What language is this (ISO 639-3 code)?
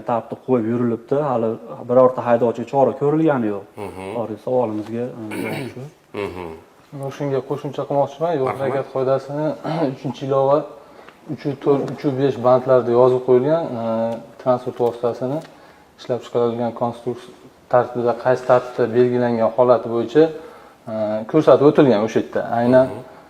uzb